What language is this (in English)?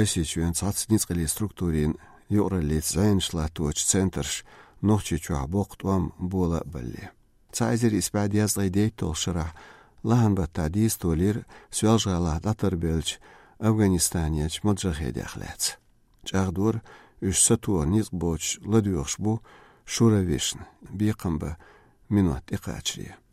Chechen